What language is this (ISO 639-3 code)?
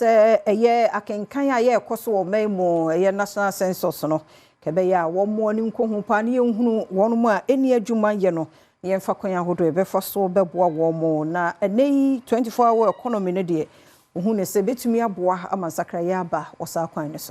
aka